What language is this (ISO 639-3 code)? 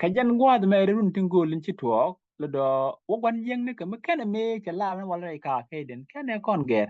nus